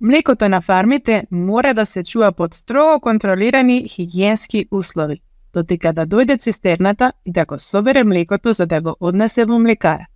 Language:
Macedonian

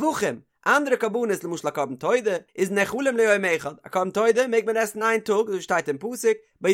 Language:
Yiddish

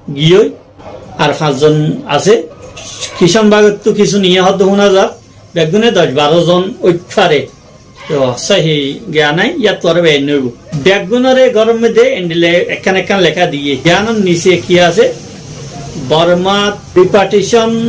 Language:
Rohingya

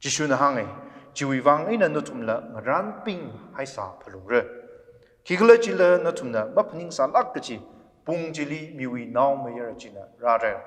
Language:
Tangkhul Naga (India)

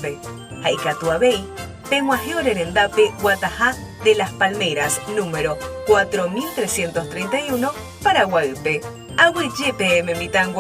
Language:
Guarani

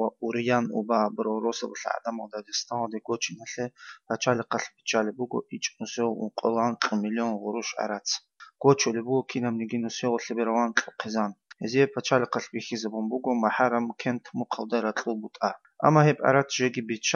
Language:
Avaric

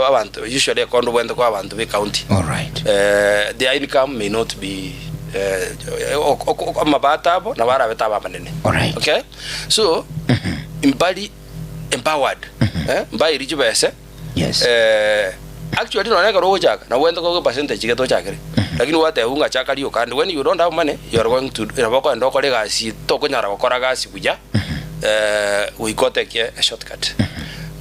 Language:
Gusii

